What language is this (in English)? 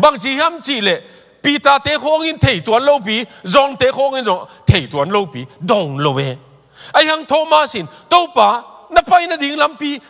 Tedim Chin